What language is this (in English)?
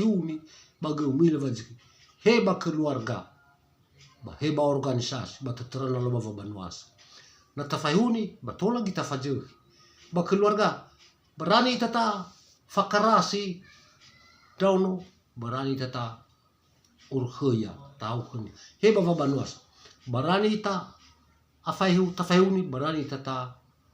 Nias